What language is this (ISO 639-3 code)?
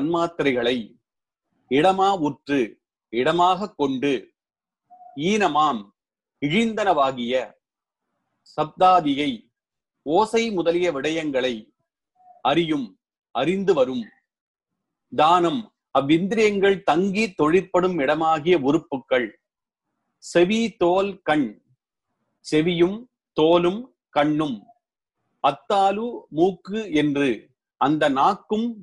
tam